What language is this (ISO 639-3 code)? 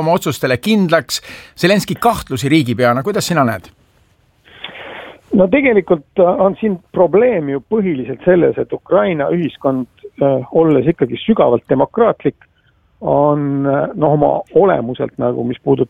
est